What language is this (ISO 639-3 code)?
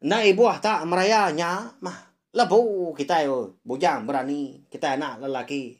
iba